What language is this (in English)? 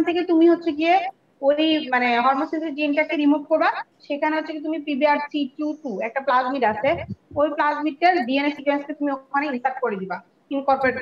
Bangla